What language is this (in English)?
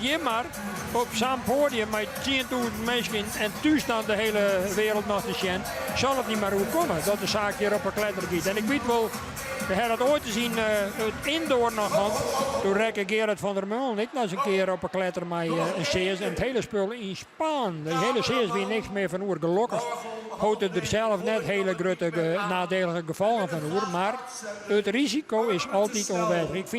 Western Frisian